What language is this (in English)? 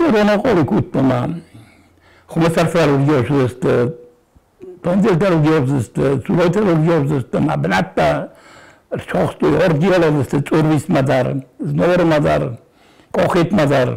Ossetic